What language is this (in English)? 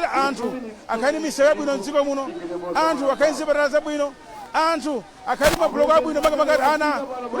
Nyanja